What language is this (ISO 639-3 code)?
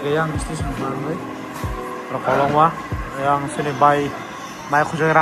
trp